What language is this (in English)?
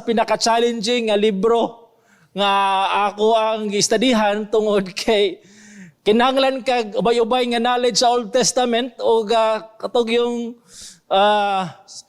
Cebuano